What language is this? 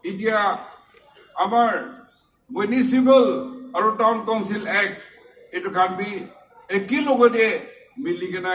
Naga Pidgin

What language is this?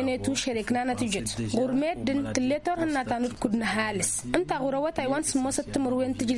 Tamasheq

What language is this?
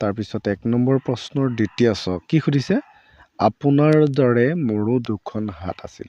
Assamese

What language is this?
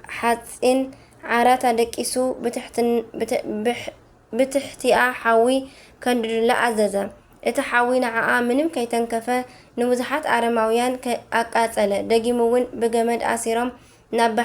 Tigrinya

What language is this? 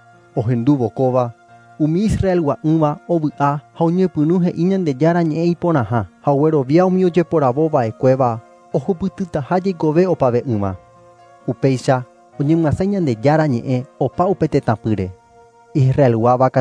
Guarani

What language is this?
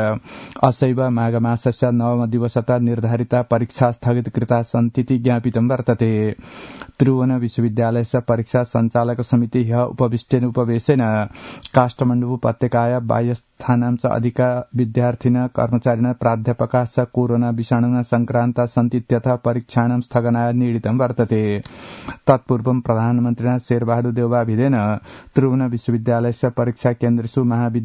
Sanskrit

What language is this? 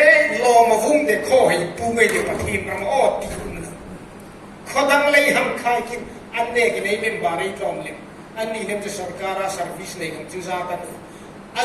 Hmar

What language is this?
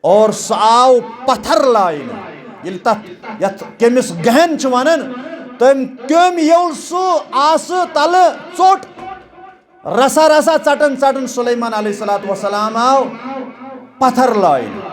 Kashmiri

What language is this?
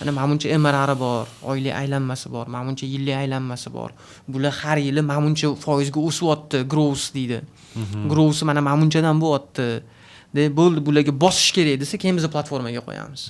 Uzbek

